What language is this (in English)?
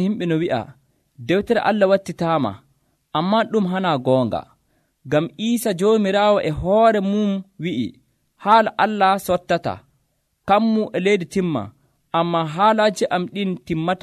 Nigerian Fulfulde